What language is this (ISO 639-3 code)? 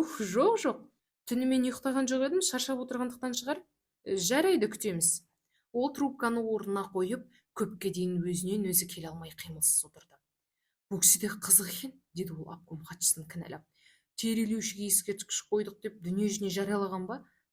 kaz